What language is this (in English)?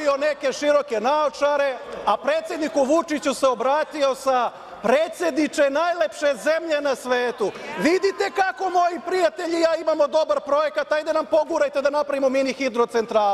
Serbian